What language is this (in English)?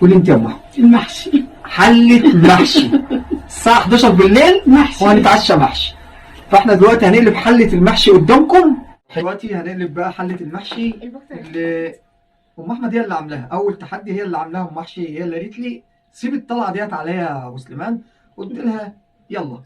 Egyptian Arabic